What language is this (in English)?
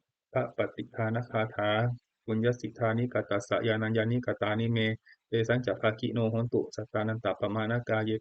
Pali